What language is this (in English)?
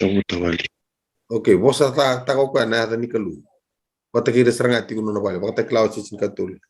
Fijian